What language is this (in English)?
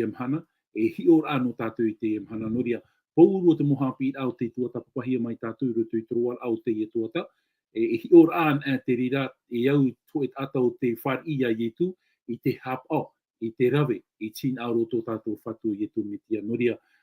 Tahitian